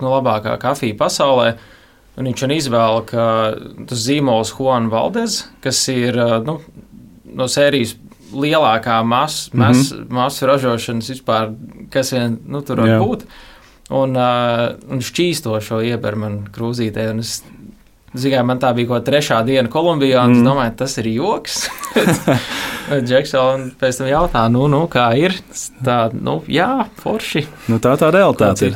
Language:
Latvian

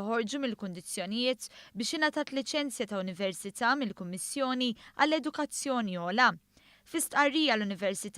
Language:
Maltese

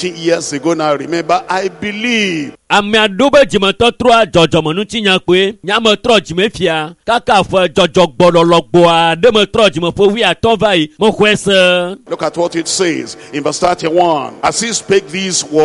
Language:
Ewe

